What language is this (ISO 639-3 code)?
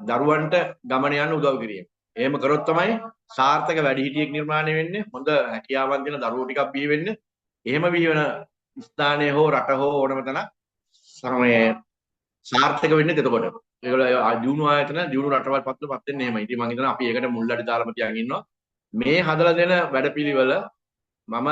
sin